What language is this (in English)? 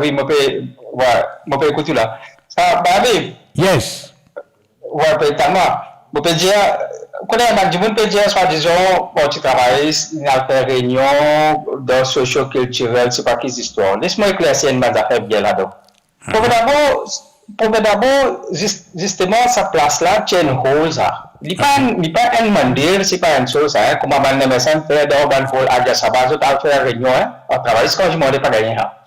Morisyen